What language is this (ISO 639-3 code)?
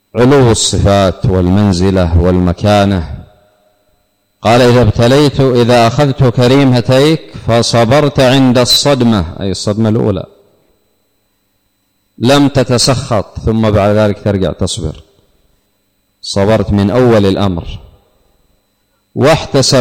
ara